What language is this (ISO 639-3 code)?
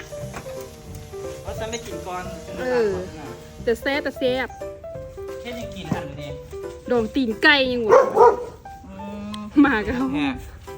lao